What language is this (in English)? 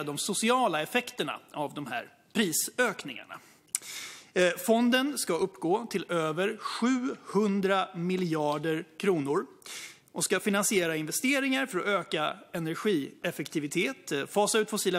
Swedish